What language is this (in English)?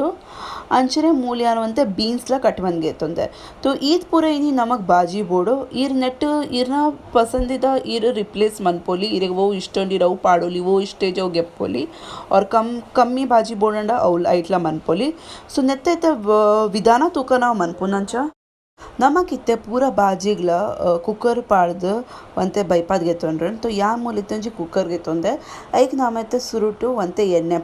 Tulu